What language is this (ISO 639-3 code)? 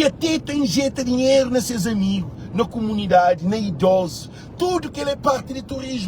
kea